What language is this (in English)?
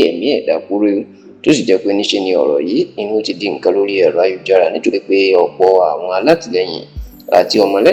Yoruba